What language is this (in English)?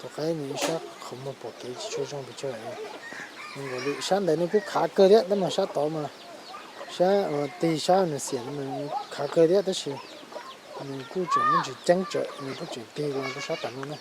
Hmong